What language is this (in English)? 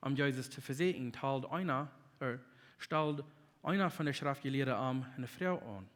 Plautdietsch